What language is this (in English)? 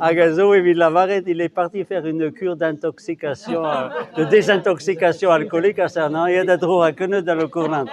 Breton